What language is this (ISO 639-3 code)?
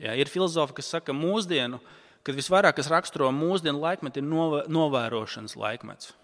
lav